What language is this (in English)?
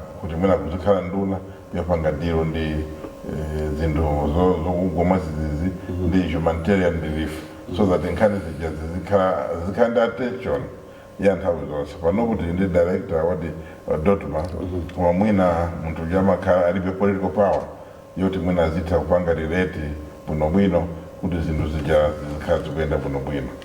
Nyanja